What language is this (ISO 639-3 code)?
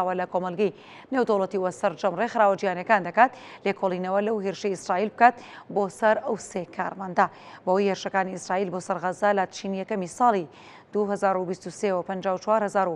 ckb